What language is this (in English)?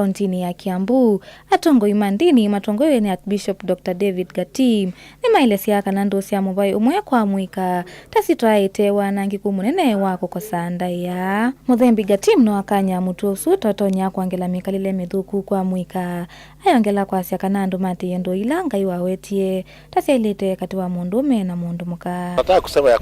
Kamba